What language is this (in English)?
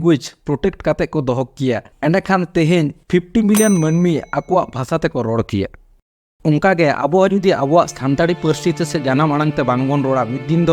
Santali